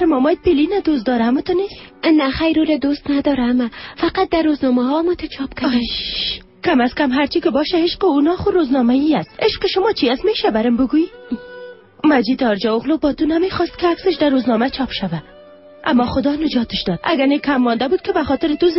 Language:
Persian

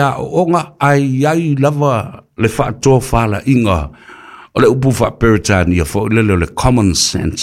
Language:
Samoan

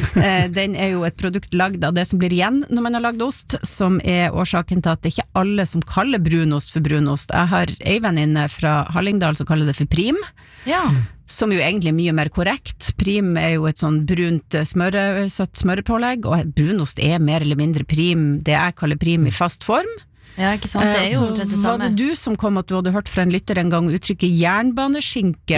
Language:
Norwegian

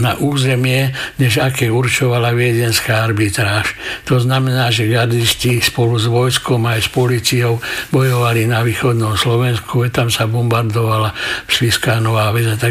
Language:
Slovak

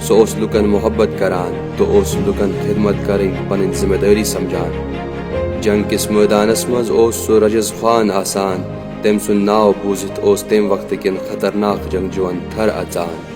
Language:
Kashmiri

